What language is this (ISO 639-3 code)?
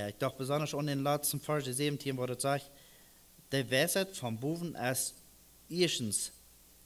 pdt